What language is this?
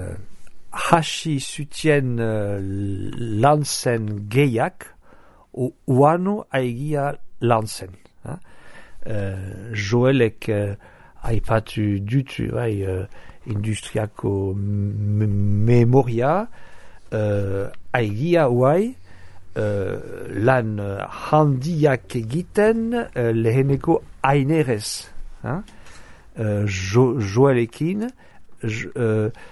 Basque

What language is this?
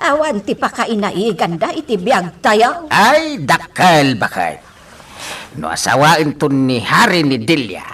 Iloko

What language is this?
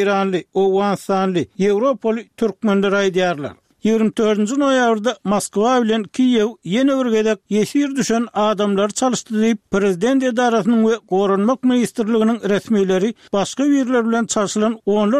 Turkmen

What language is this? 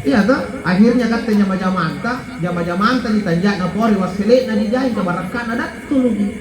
Makasar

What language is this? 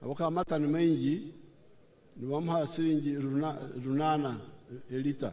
Nyankole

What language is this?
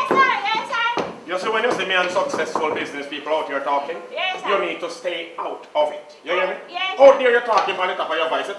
Jamaican Creole English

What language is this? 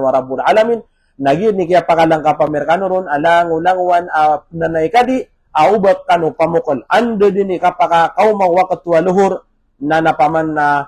Maranao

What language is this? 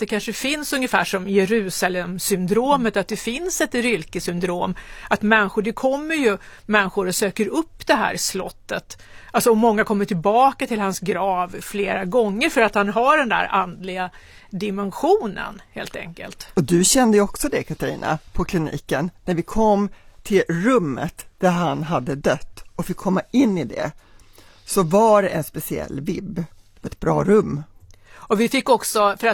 Swedish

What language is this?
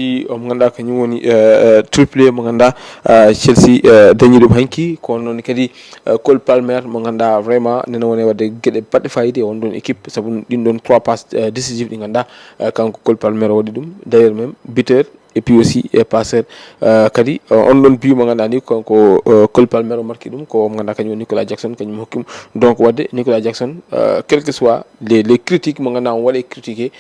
Fula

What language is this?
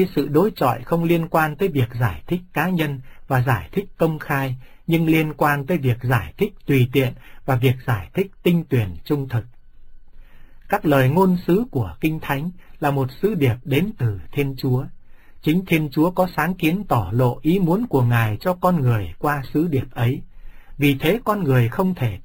Vietnamese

